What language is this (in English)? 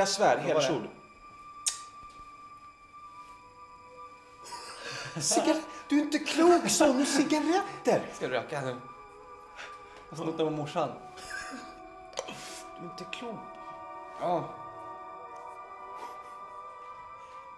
Swedish